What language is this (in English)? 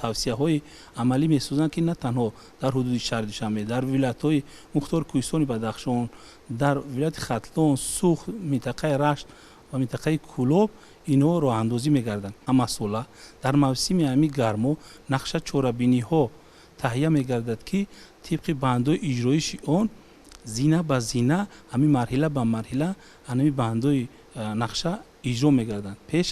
Tajik